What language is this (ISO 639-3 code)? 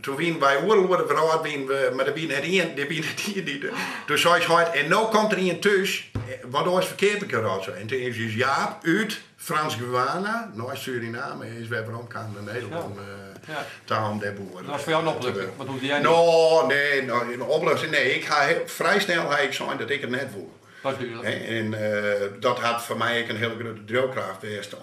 fry